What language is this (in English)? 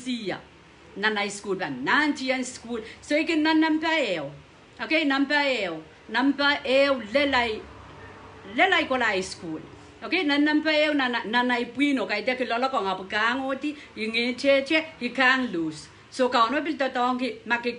Pohnpeian